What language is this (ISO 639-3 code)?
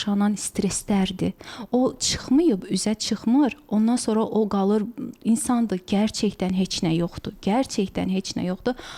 aze